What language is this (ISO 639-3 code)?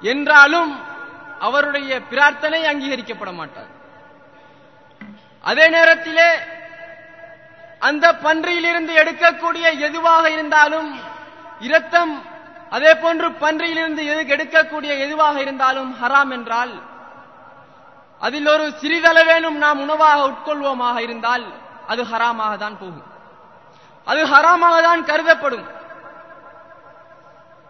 tam